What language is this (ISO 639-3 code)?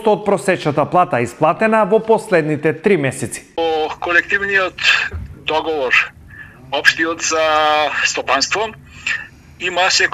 mkd